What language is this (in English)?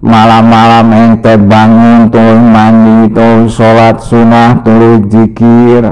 Sundanese